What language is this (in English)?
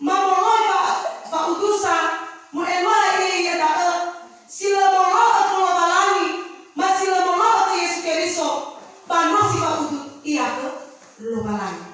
Nias